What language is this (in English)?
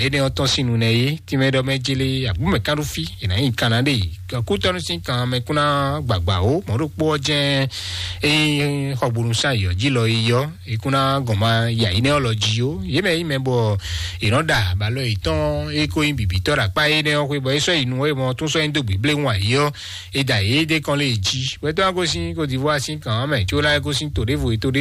Fon